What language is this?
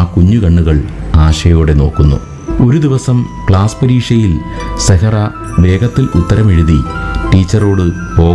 Malayalam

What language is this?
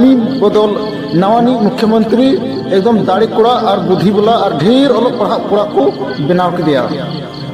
Santali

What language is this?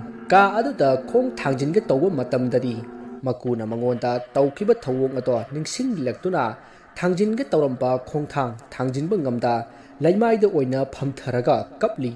Manipuri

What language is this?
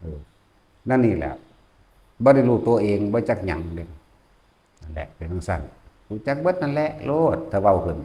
Northeastern Thai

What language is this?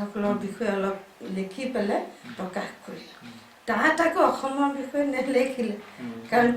Assamese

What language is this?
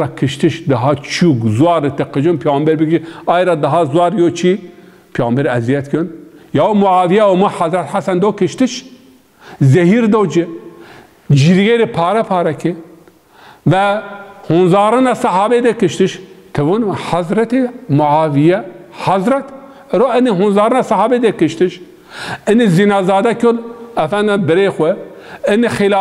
Zaza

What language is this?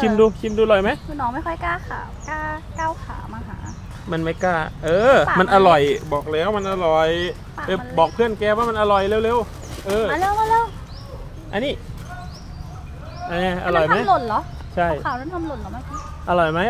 Thai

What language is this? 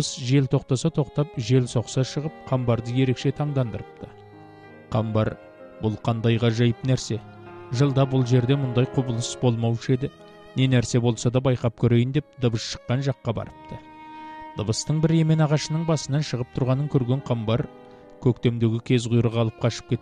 Kazakh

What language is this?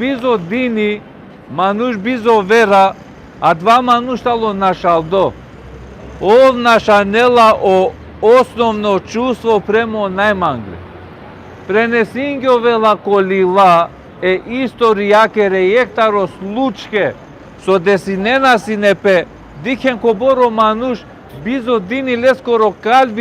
Balkan Romani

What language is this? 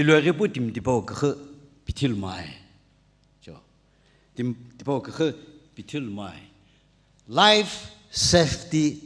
Sumi Naga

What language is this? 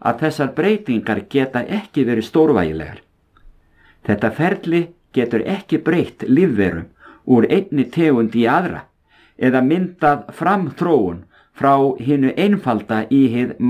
Icelandic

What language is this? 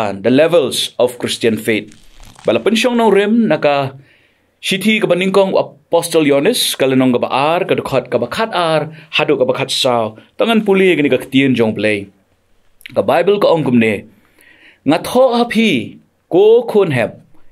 Khasi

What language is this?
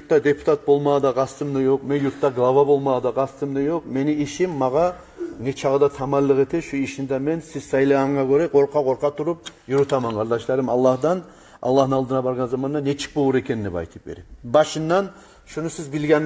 Kumyk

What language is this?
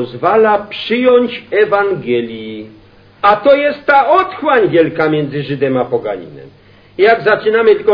Polish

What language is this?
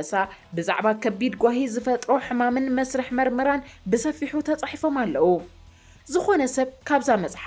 Tigrinya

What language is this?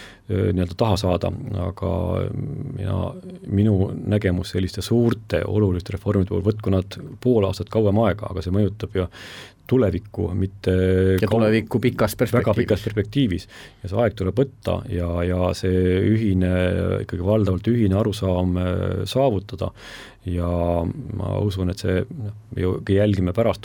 Estonian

